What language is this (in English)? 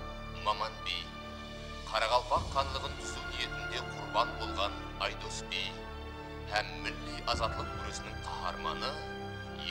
Kara-Kalpak